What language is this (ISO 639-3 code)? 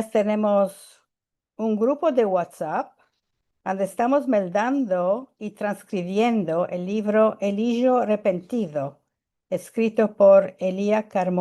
lad